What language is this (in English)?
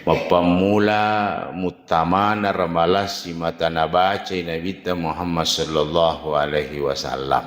Buginese